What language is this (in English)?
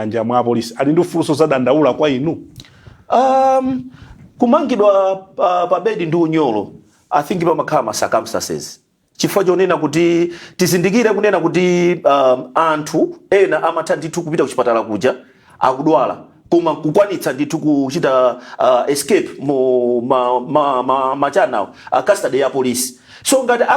Nyanja